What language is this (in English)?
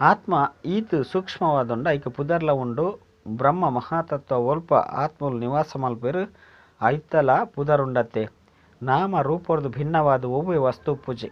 Tulu